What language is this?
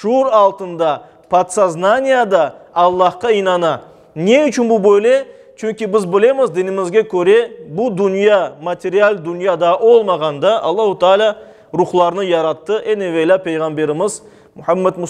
Crimean Tatar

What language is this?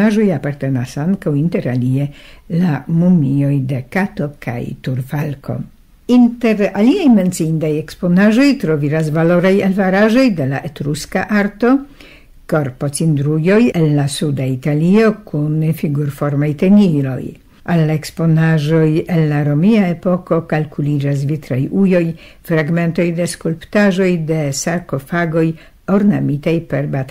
Esperanto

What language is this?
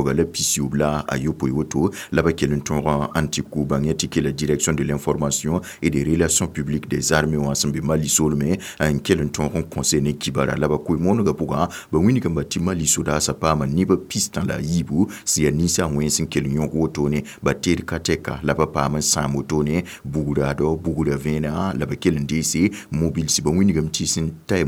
Mossi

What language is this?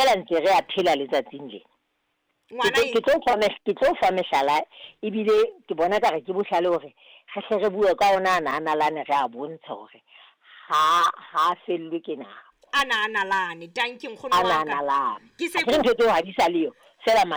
Southern Sotho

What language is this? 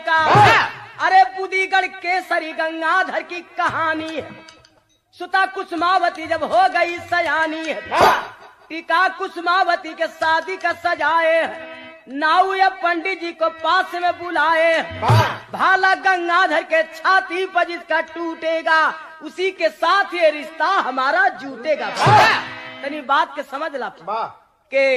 Bhojpuri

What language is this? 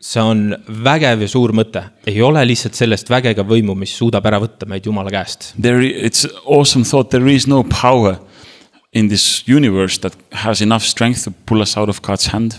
Estonian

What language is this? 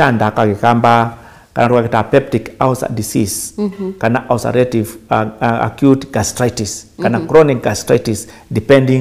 Kamba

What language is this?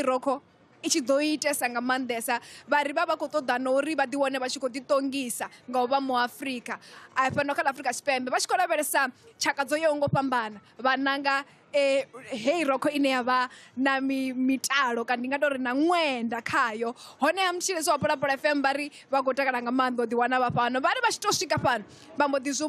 Venda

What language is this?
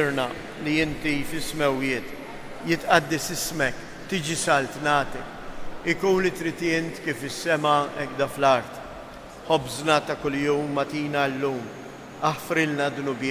Maltese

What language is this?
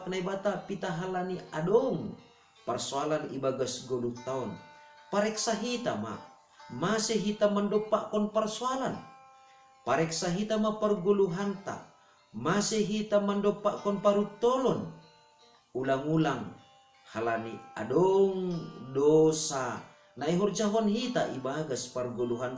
Batak Simalungun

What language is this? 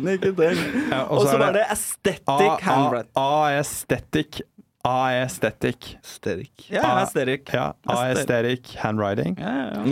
Norwegian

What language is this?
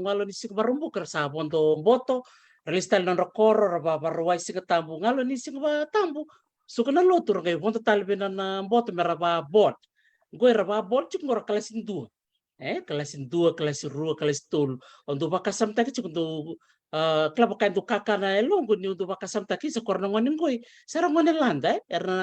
Fijian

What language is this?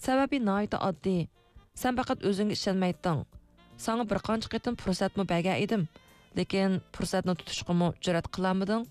Uyghur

